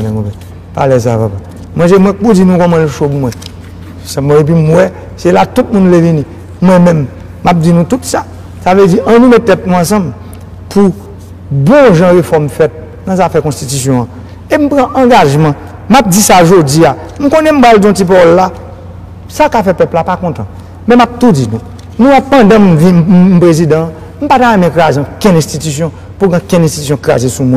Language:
Haitian Creole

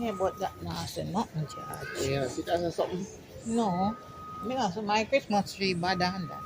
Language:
Jamaican Creole English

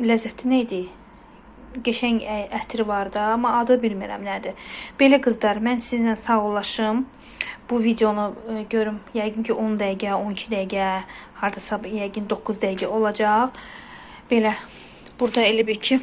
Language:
Azerbaijani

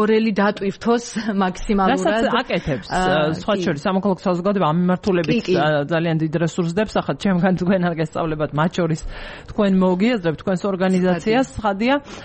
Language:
Georgian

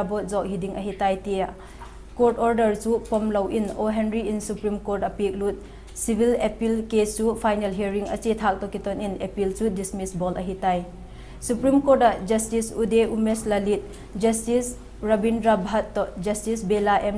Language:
Vaiphei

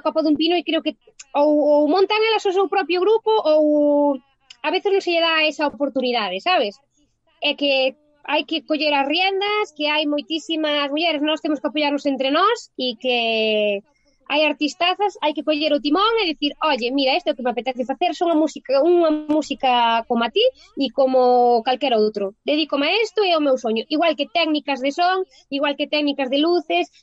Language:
Galician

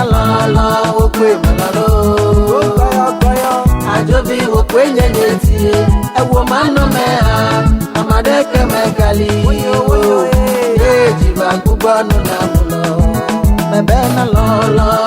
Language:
Ewe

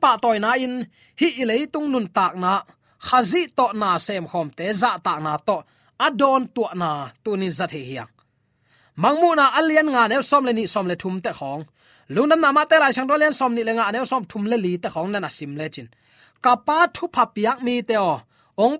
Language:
Tedim Chin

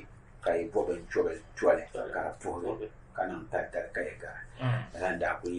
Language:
Dagbani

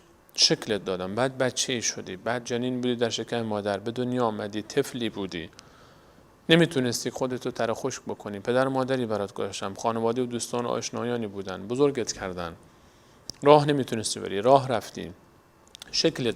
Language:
Persian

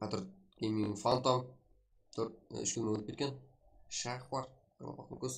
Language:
Kara-Kalpak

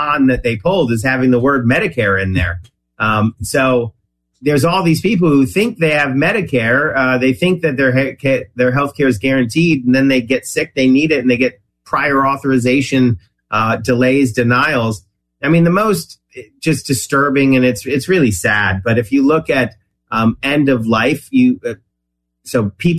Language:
English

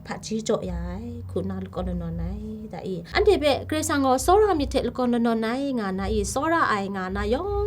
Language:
Kachin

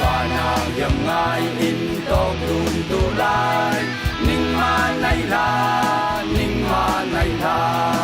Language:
Falam Chin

